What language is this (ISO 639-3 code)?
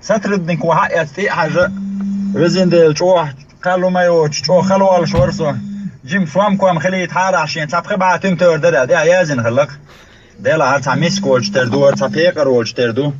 che